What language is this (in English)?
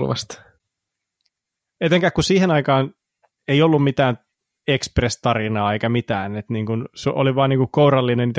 Finnish